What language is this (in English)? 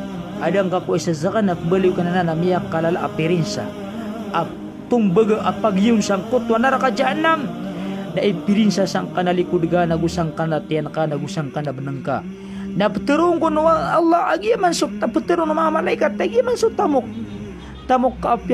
Maranao